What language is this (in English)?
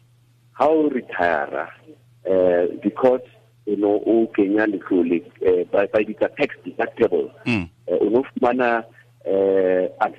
Tswana